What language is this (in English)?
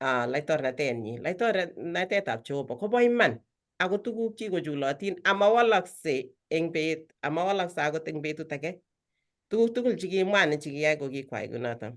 Kalenjin